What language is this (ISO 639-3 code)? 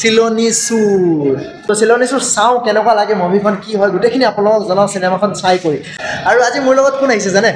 asm